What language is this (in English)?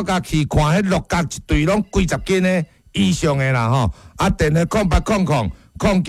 Min Nan Chinese